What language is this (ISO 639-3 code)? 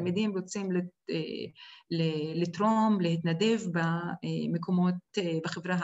heb